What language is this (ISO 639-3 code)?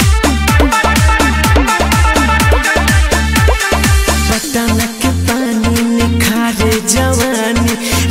bho